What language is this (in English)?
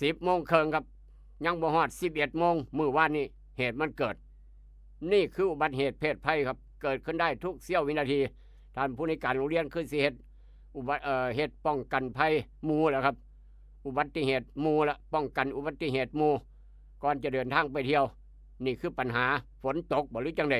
Northeastern Thai